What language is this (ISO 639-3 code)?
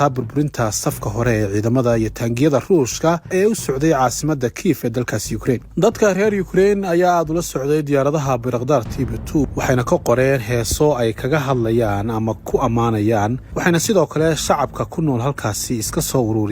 som